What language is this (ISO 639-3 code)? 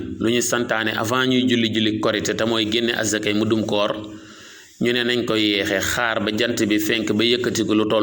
wol